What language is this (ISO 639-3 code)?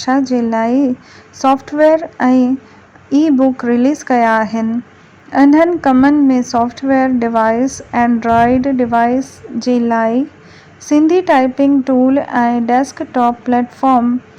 snd